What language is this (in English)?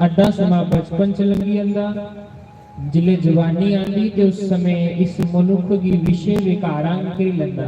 Dogri